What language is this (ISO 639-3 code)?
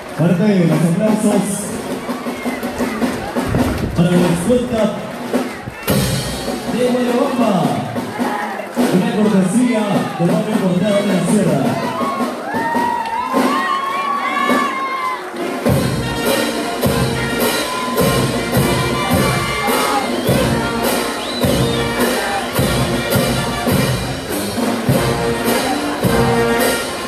spa